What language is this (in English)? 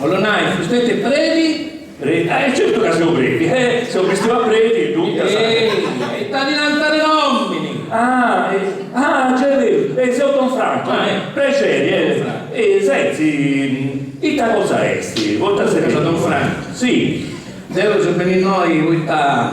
Sardinian